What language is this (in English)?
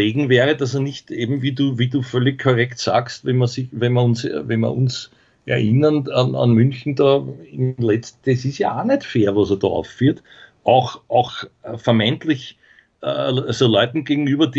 German